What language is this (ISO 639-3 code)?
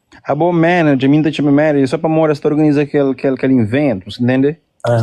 kea